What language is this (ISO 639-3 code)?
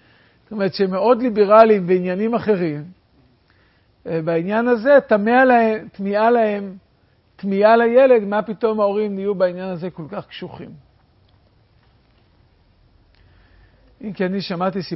heb